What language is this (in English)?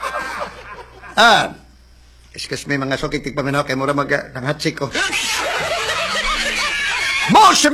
Cebuano